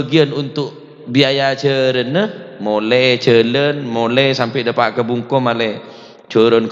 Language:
Madurese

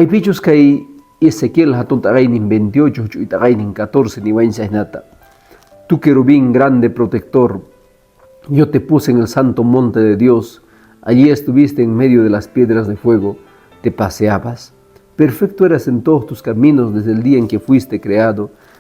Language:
Quechua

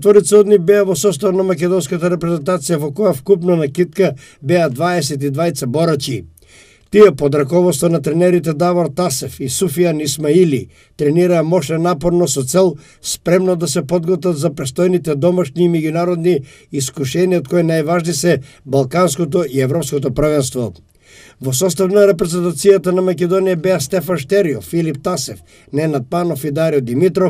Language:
Macedonian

